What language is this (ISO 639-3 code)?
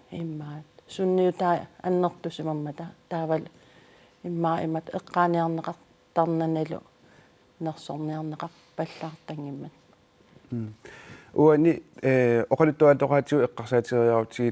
kal